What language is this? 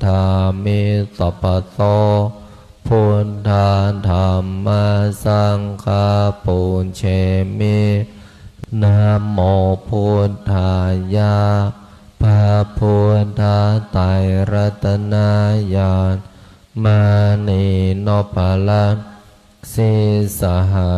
Pali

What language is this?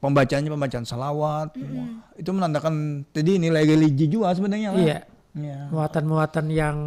Banjar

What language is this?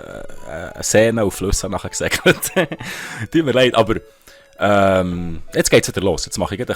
Swiss German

